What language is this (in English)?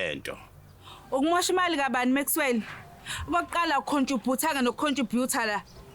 Zulu